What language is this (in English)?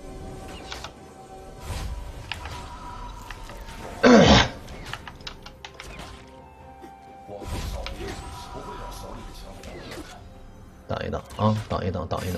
Chinese